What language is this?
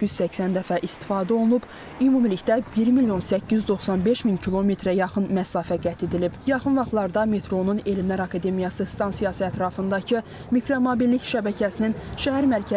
Azerbaijani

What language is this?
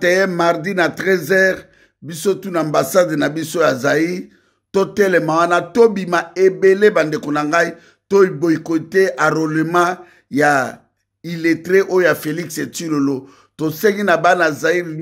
Lingala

